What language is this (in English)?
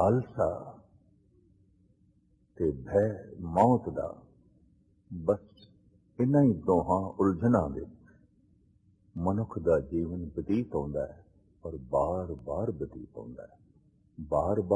Punjabi